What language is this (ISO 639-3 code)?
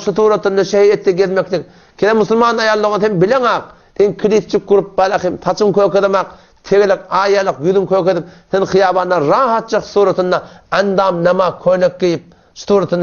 tuk